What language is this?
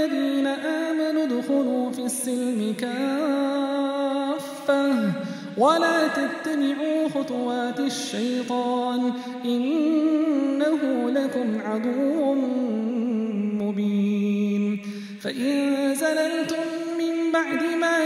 Arabic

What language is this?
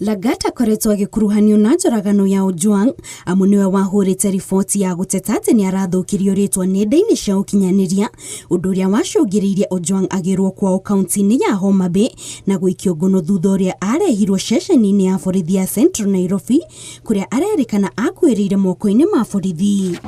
Kikuyu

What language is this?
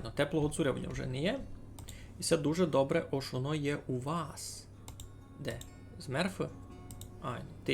Rusyn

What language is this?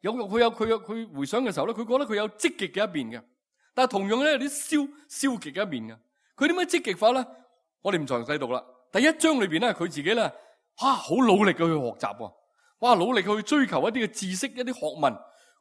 Cantonese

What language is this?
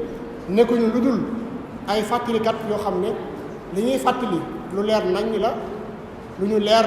Wolof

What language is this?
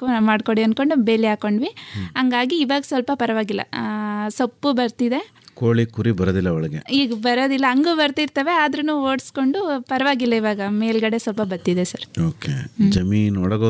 Kannada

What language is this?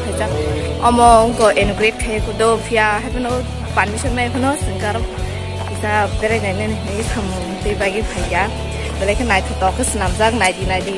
Kok Borok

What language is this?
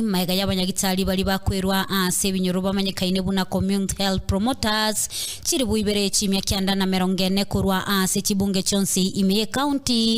Gusii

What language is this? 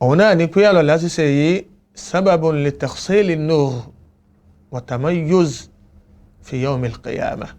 Yoruba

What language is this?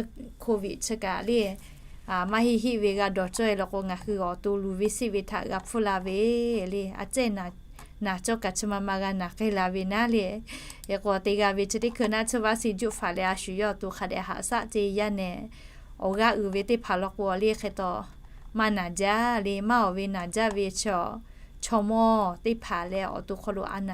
Lahu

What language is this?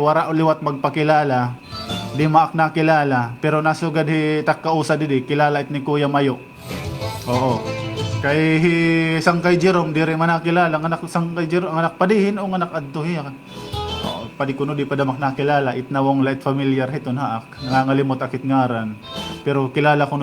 Waray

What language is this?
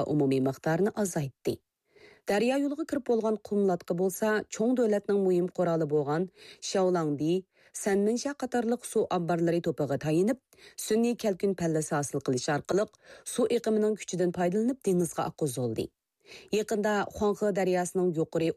Uyghur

